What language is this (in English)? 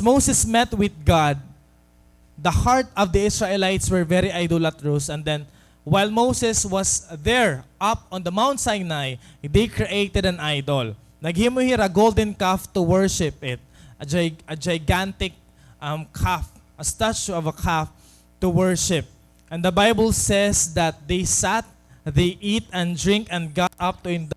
Waray